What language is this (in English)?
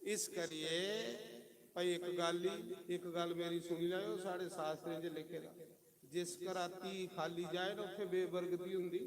Dogri